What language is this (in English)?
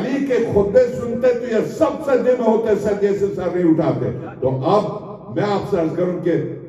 Urdu